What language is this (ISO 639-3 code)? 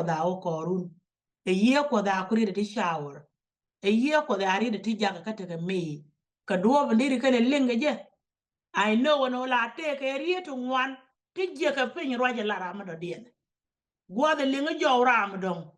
nus